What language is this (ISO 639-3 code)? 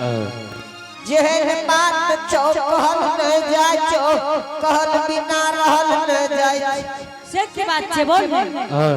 anp